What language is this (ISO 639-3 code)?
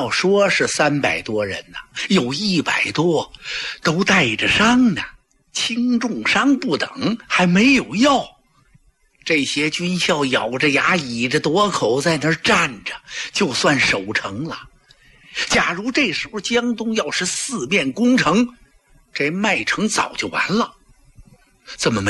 zho